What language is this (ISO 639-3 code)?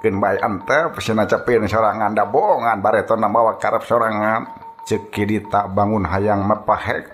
sun